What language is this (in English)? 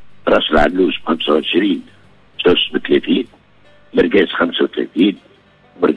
Tunisian Arabic